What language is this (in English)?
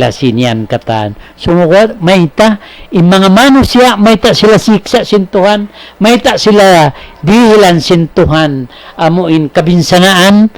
Tausug